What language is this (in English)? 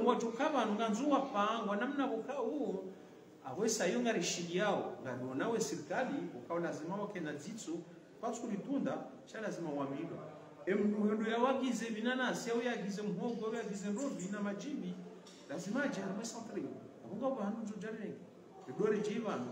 Swahili